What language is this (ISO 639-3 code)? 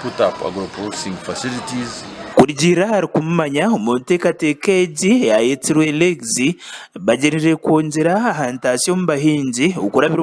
nyn